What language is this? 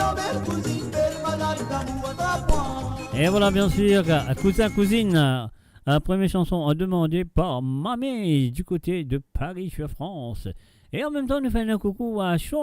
Morisyen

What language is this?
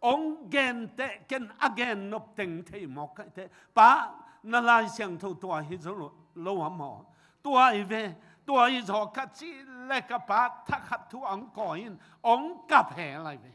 Tedim Chin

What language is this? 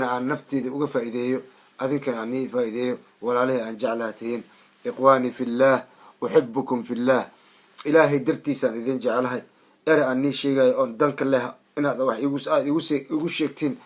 Somali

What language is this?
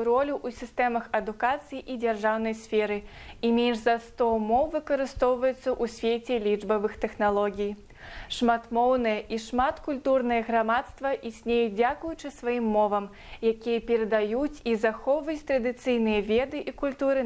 Belarusian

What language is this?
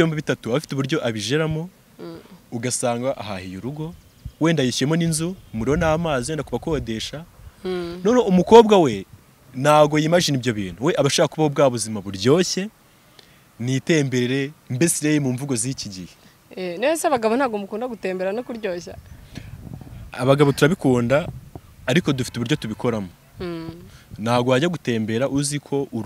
Kinyarwanda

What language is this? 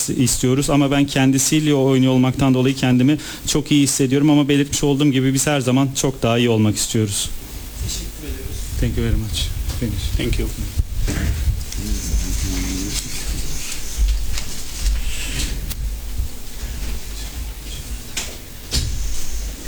Turkish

